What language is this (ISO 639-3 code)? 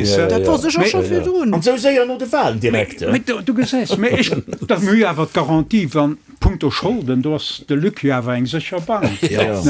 ltz